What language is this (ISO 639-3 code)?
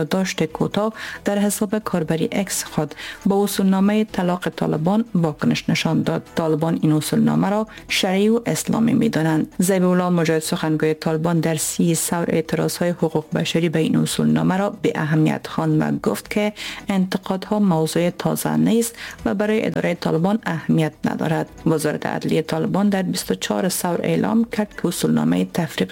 fas